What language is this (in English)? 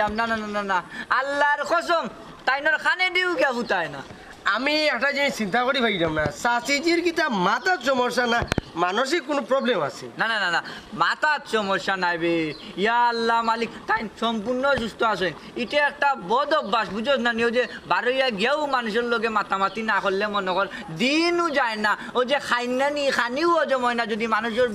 Sylheti